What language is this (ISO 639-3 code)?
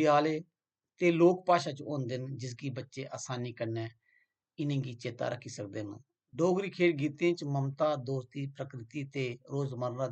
doi